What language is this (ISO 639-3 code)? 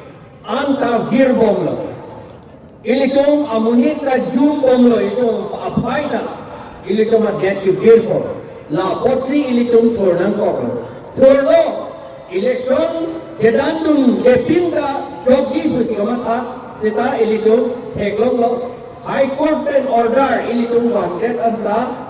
mjw